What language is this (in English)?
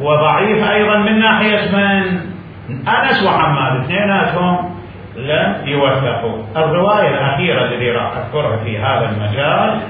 Mesopotamian Arabic